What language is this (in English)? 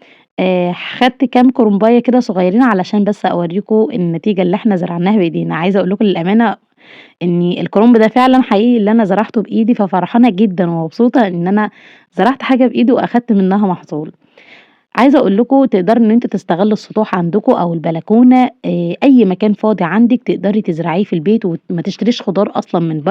Egyptian Arabic